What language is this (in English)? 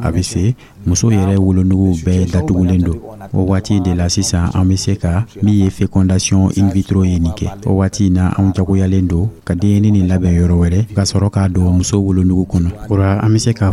Dyula